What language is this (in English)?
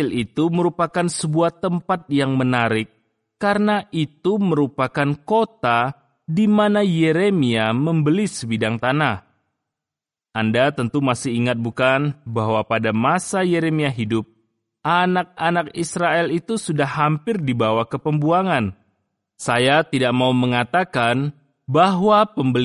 Indonesian